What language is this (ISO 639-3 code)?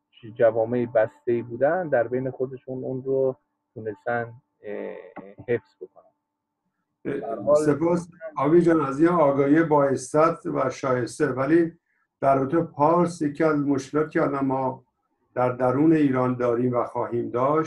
fas